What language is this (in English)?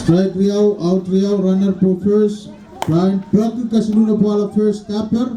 Pohnpeian